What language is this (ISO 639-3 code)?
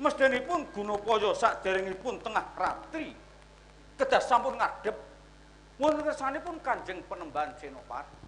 jav